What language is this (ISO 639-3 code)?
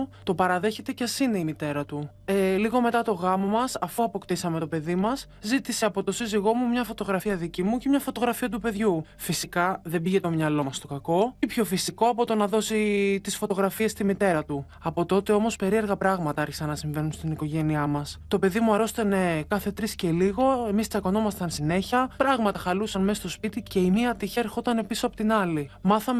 ell